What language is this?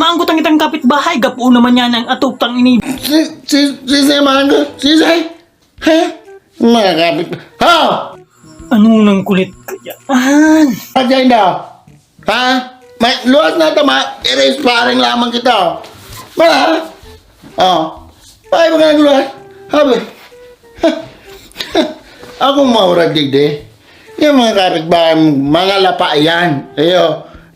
Bikol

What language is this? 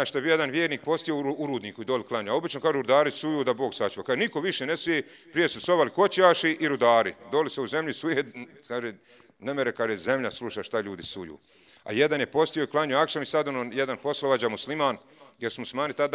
Bosnian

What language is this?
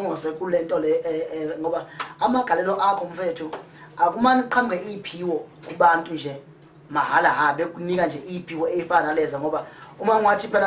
Zulu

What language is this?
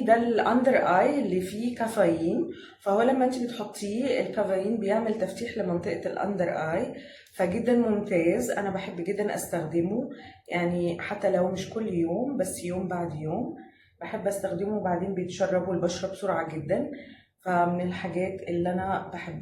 Egyptian Arabic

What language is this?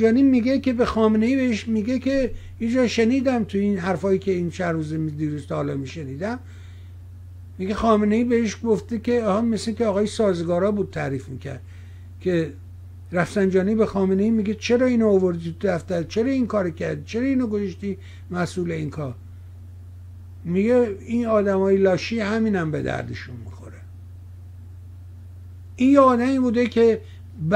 Persian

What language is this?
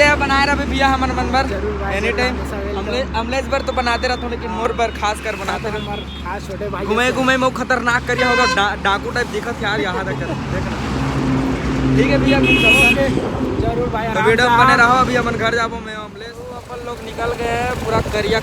Chhattisgarhi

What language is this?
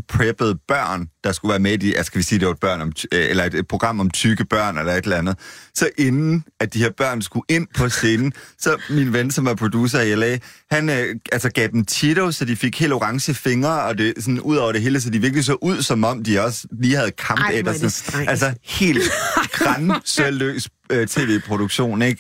Danish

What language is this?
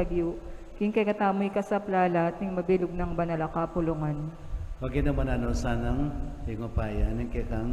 Pampanga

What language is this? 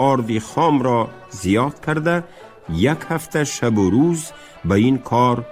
Tajik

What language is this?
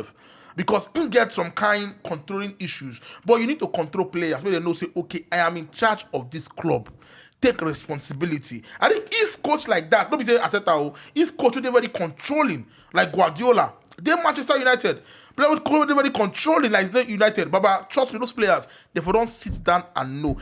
Nigerian Pidgin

